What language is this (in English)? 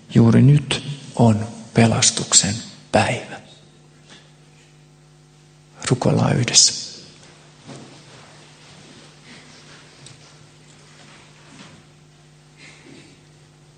Finnish